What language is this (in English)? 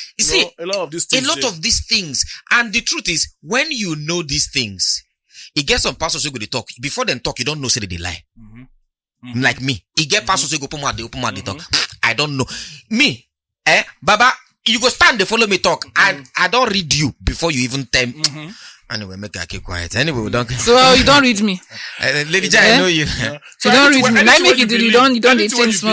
Nigerian Pidgin